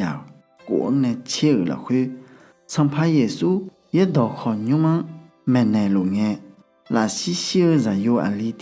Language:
Akha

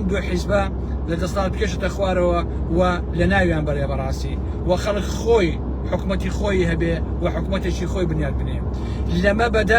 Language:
Central Kurdish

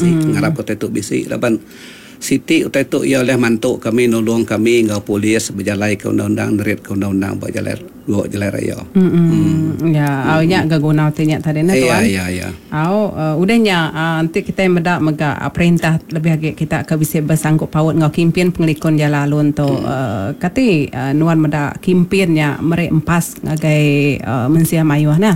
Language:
Iban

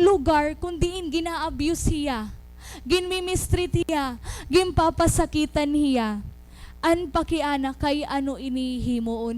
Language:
Waray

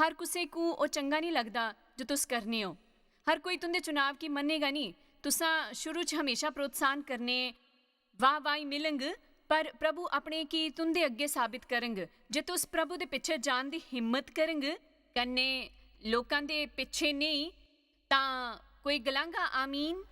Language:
Dogri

